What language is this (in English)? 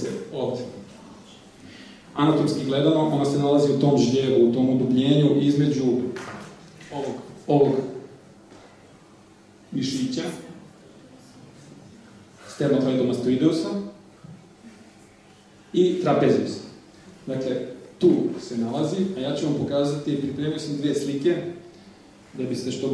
Serbian